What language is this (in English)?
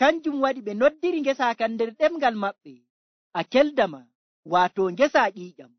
Nigerian Fulfulde